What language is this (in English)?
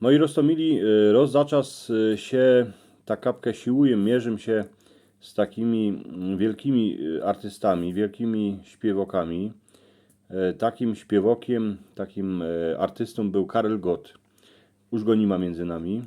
Silesian